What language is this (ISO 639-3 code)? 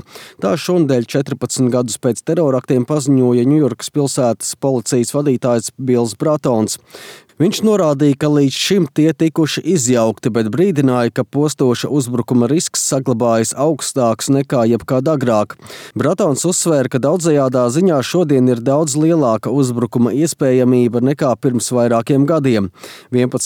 lav